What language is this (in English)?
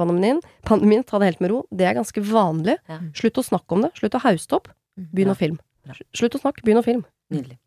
Norwegian